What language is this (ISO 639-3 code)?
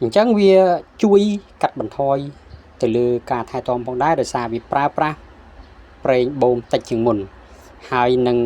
khm